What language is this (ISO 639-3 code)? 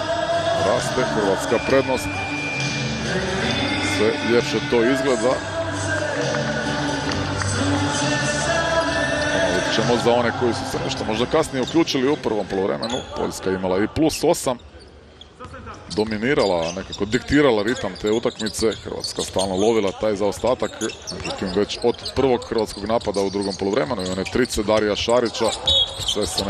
hrv